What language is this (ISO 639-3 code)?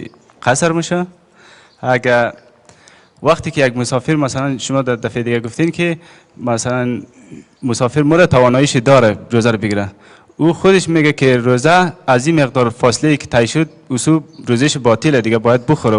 fas